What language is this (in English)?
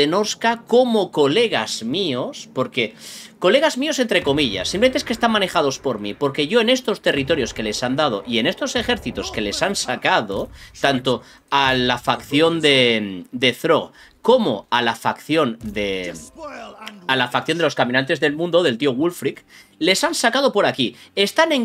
Spanish